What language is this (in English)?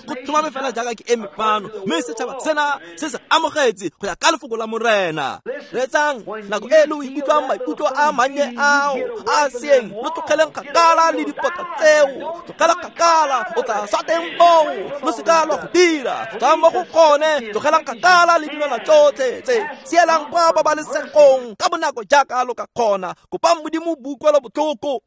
Tswana